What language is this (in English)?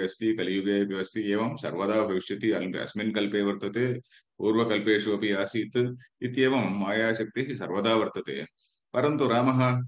Sanskrit